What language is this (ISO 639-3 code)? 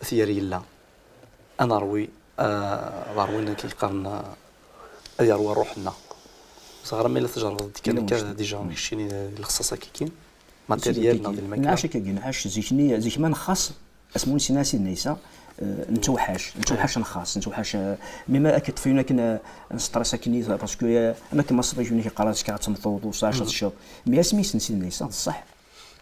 kab